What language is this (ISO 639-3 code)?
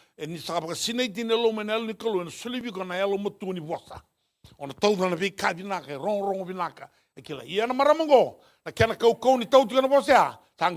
fij